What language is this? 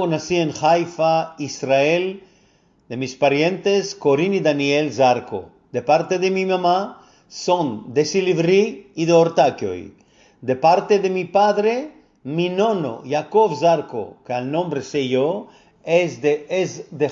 Ladino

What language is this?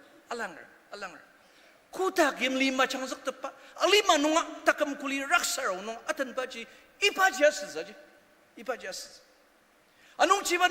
Ao Naga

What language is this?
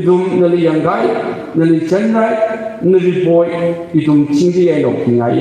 Tangkhul Naga (India)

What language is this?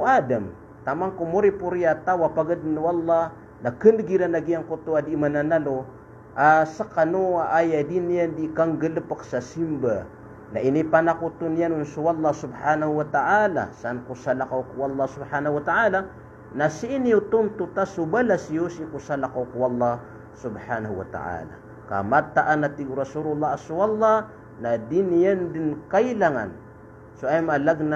Maranao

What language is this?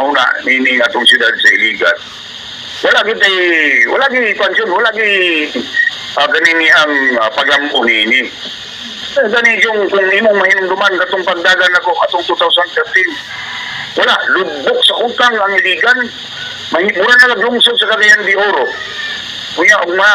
Cebuano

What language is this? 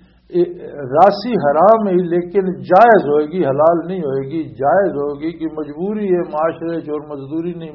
Western Panjabi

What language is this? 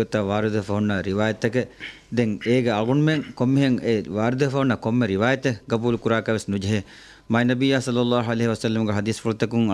Divehi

